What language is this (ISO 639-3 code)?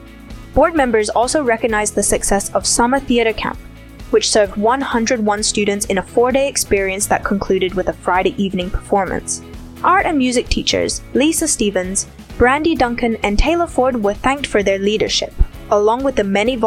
eng